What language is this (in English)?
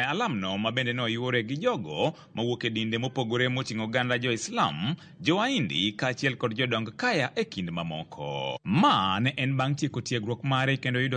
Luo (Kenya and Tanzania)